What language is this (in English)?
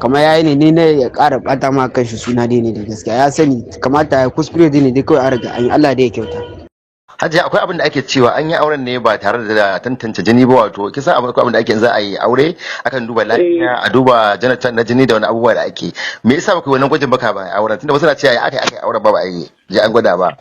Hausa